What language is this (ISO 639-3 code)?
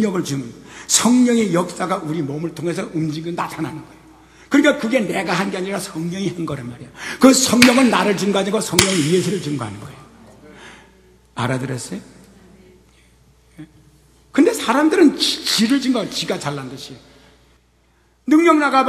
kor